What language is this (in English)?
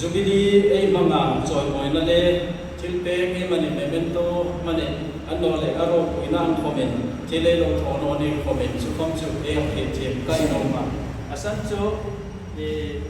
Hmar